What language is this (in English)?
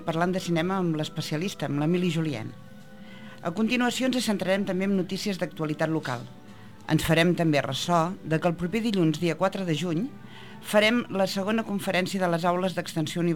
Catalan